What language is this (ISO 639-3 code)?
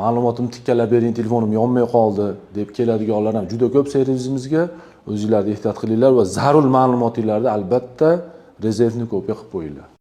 uzb